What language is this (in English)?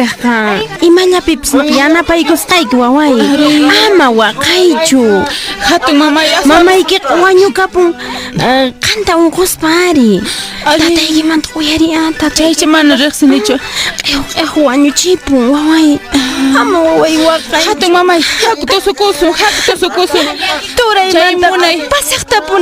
Quechua